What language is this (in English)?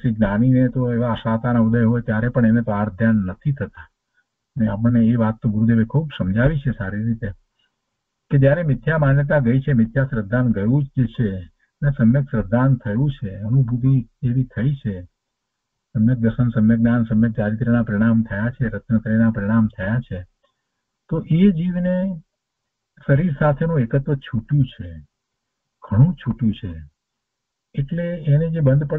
Gujarati